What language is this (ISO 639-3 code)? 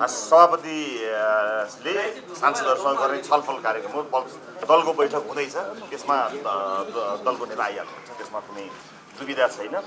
nep